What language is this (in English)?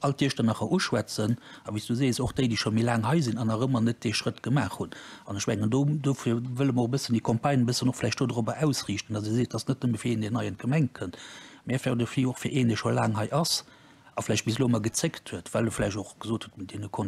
Luxembourgish